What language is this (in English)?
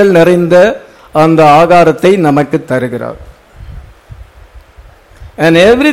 Tamil